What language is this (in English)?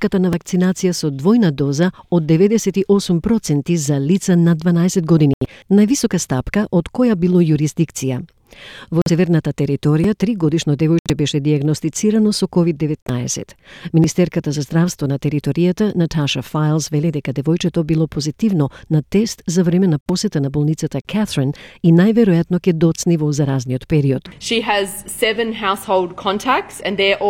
Macedonian